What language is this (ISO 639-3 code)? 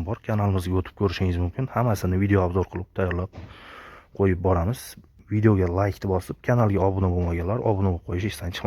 uzb